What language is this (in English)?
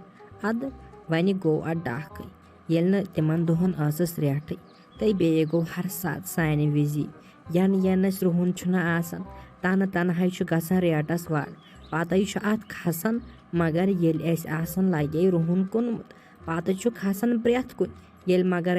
Kashmiri